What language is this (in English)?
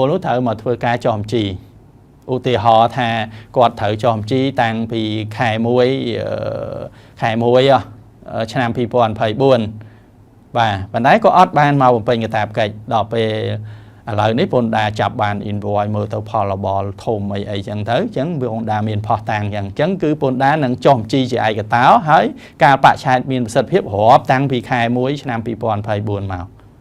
Khmer